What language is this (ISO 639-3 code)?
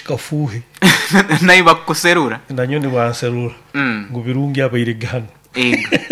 nyo